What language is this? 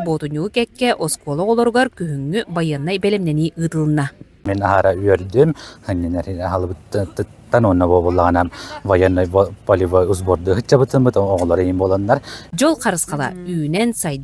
Yakut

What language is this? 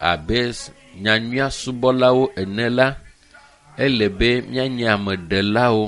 Ewe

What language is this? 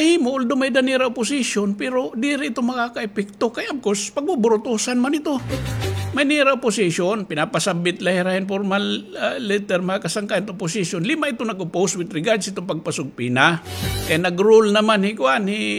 Waray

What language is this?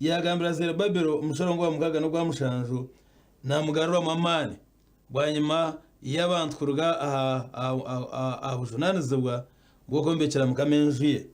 Nyankole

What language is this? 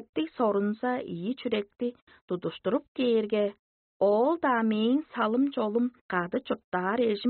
Tuvinian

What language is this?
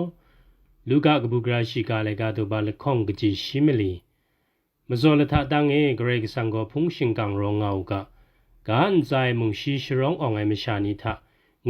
Kachin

